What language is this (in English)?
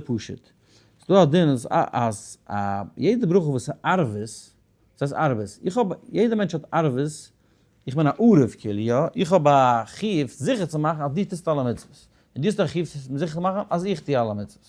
Yiddish